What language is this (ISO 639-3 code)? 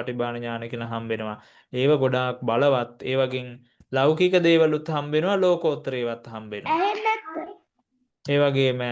sin